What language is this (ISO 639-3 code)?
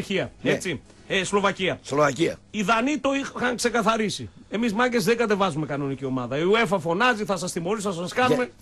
ell